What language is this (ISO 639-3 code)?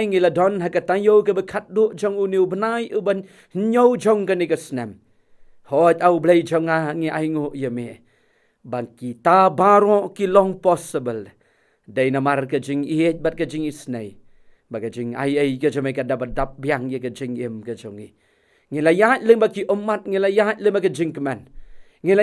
kha